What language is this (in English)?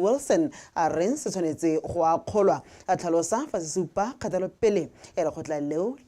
Tswana